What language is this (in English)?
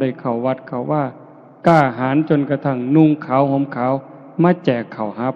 Northeastern Thai